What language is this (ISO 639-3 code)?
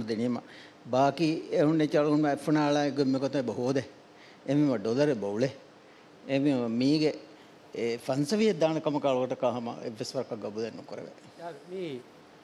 div